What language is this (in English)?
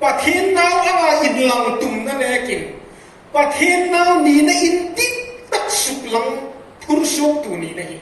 Hmar